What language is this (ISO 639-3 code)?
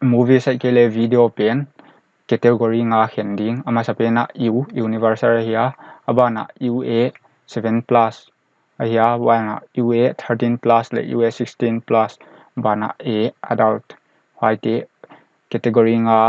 pck